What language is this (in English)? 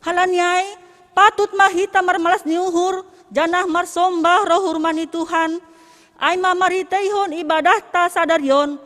Batak Simalungun